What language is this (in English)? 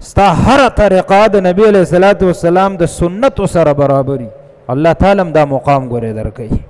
Pashto